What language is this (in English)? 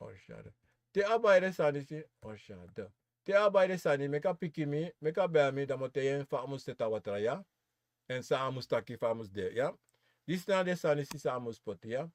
Sranan Tongo